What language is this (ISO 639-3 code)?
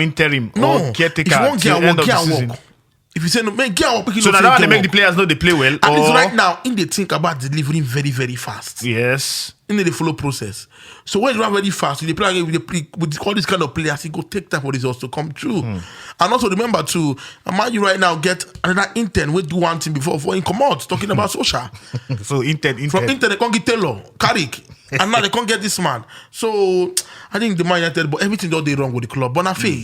pcm